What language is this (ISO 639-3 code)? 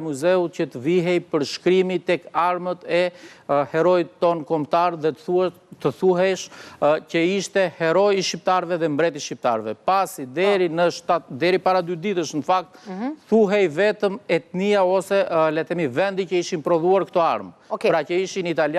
sqi